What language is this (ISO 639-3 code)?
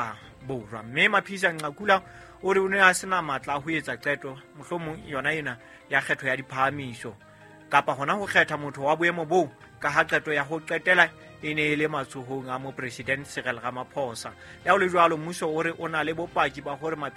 sot